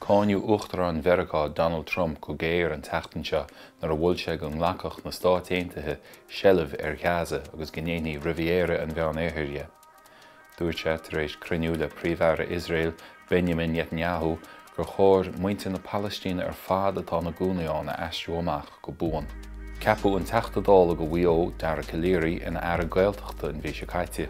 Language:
Irish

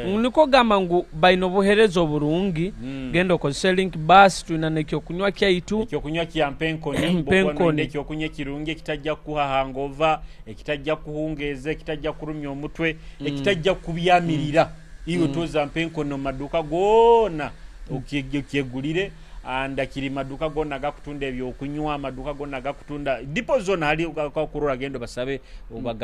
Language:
Nyoro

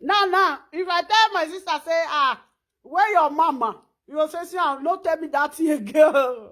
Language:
Nigerian Pidgin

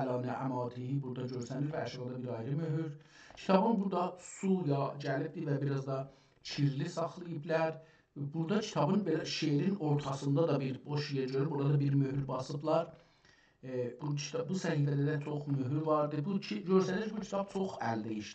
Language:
South Azerbaijani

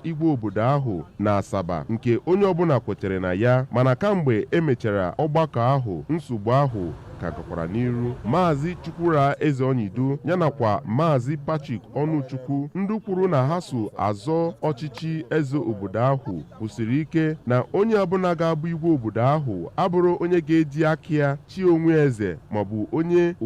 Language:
Igbo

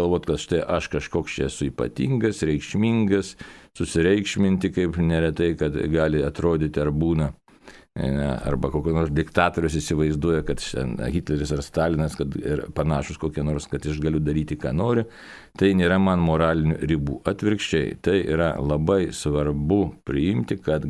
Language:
Lithuanian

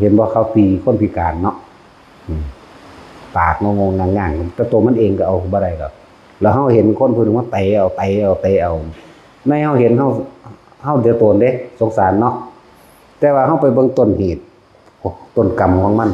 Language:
Northeastern Thai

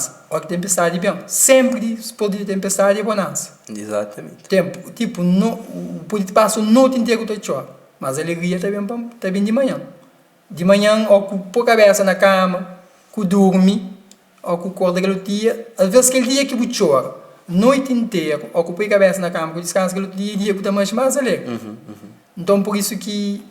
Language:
Kabuverdianu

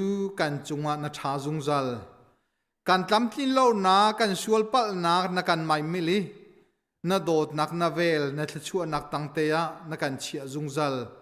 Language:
Hakha Chin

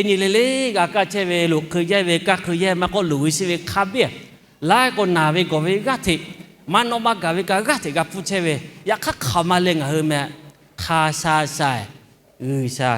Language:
Lahu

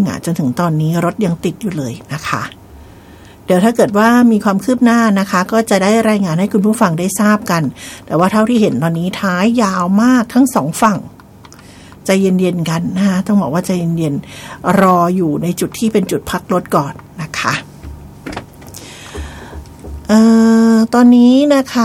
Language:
Thai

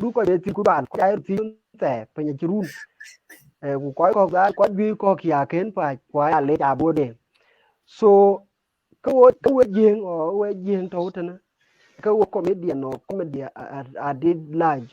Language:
Dinka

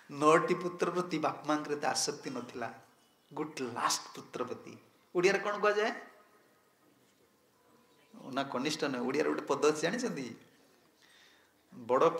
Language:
Odia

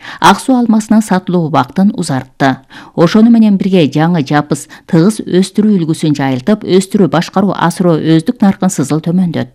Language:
Kyrgyz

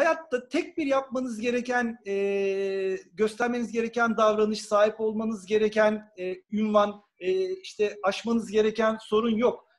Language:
Turkish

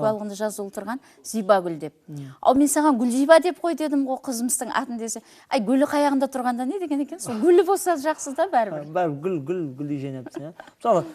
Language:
Kara-Kalpak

